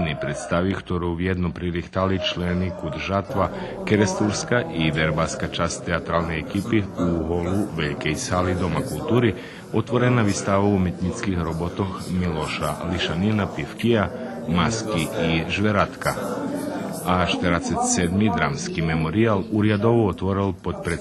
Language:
Rusyn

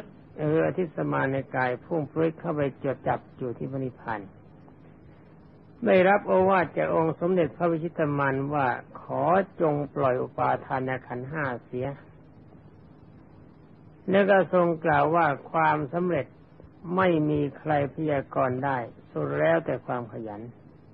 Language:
Thai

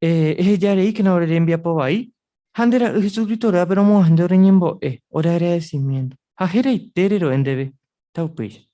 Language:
Guarani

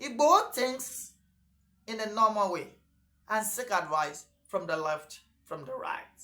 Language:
Yoruba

